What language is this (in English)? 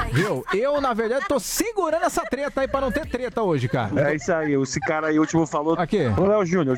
Portuguese